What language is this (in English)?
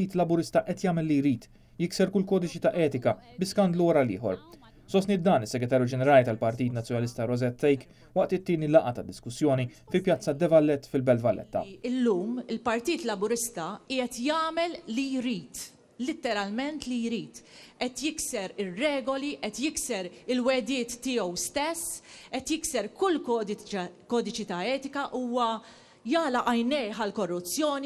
Maltese